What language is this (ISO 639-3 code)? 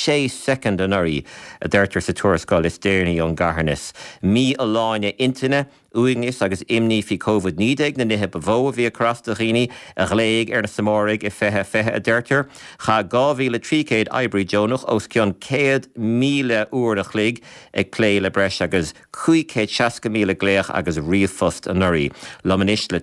gle